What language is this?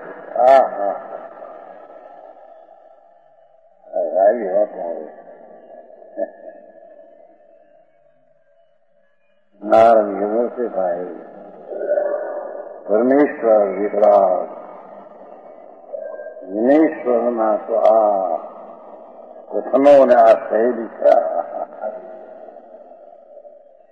Gujarati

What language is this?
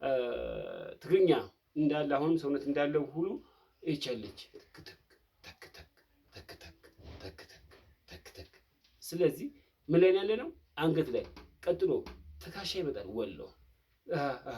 Amharic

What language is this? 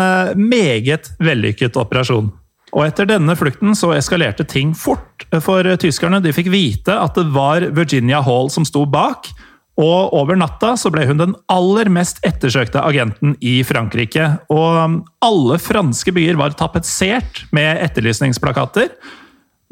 Norwegian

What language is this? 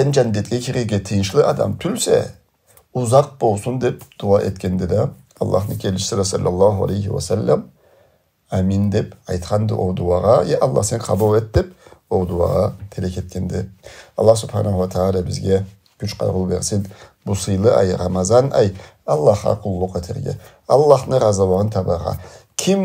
Karachay-Balkar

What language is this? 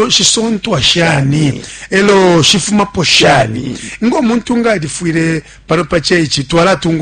Bemba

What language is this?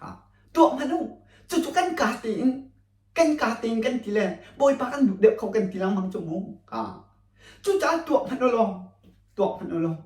Hakha Chin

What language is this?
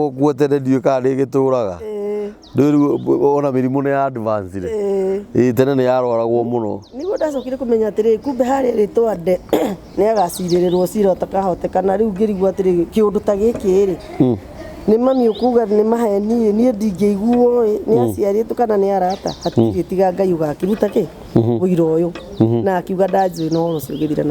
Kikuyu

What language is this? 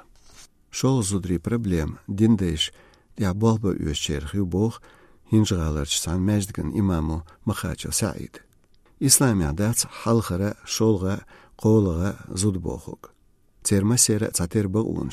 Chechen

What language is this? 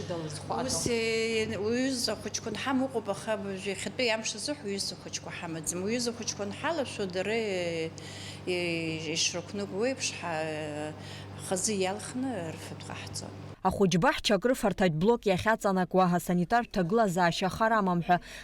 Abkhazian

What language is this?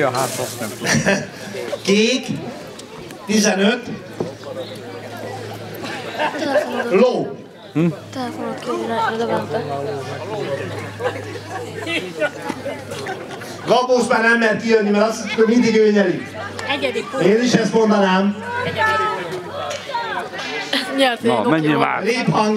Hungarian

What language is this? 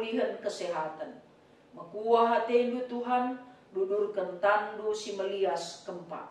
Batak Karo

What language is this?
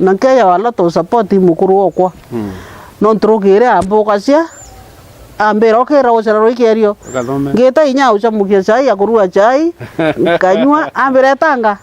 Meru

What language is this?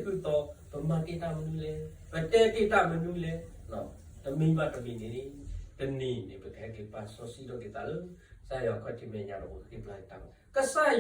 S'gaw Karen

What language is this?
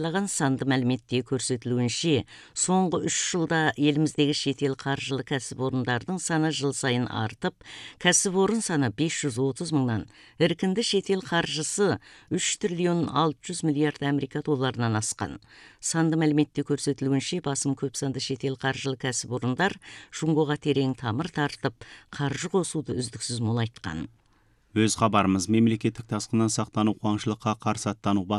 Kazakh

